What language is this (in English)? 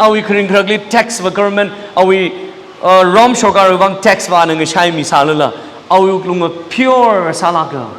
Tangkhul Naga (India)